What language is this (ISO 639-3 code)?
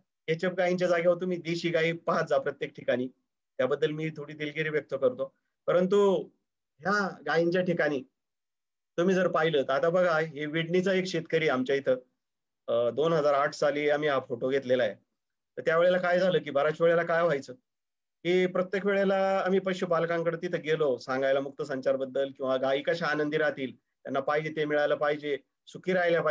mar